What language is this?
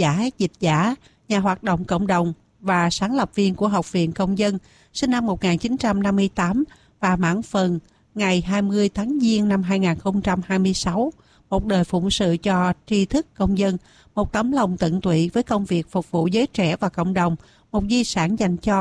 Vietnamese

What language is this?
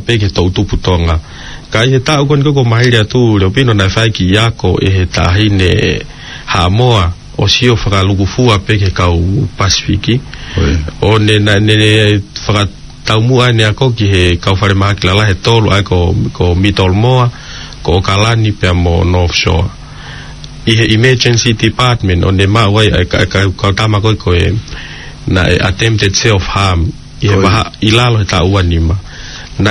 Tongan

